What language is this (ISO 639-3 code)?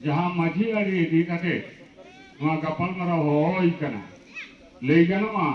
sat